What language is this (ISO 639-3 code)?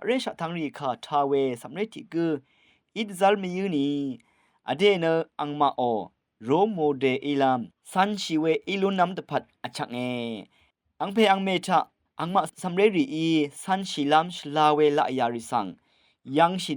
raw